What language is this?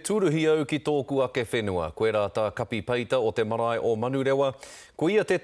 Māori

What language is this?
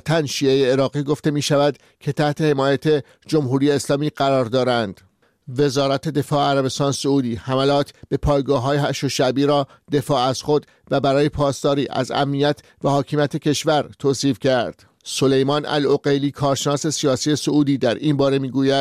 Persian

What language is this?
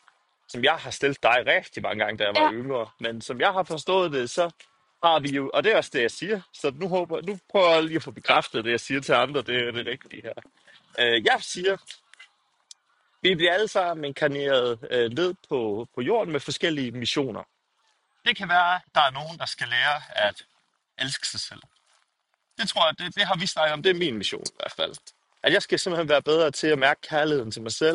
Danish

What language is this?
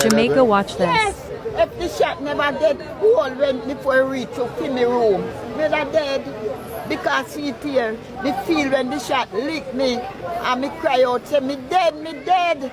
Jamaican Creole English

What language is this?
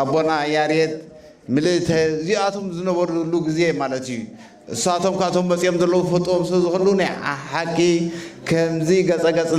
Tigrinya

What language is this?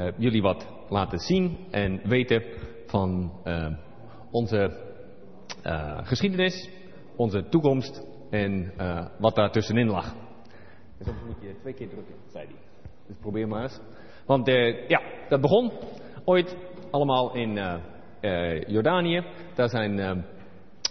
Dutch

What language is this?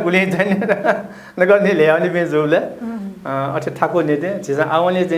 Newari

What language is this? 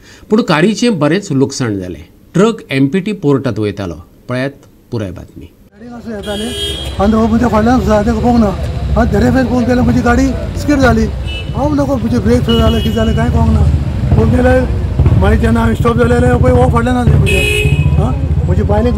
Konkani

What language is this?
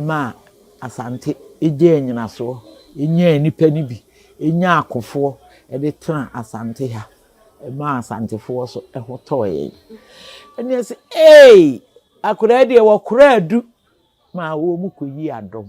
Akan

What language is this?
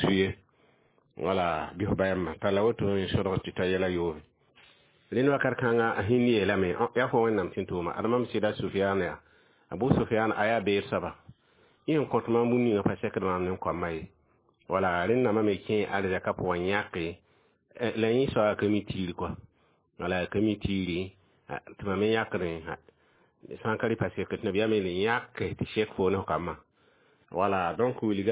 Mossi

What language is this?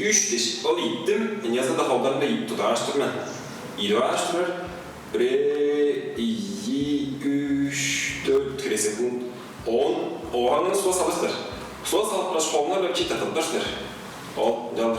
Tuvinian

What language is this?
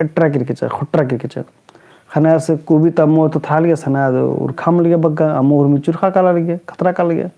Kurukh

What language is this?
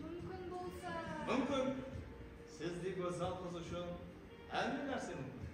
Kara-Kalpak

